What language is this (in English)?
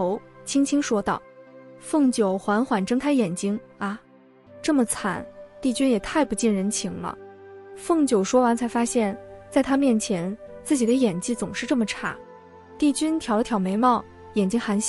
Chinese